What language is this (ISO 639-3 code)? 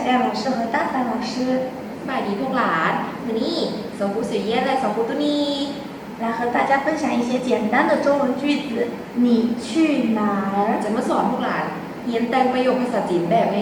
lao